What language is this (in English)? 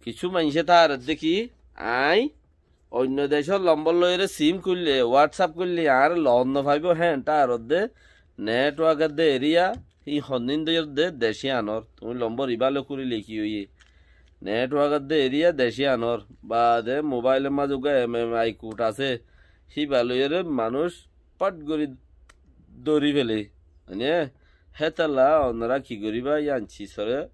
Rohingya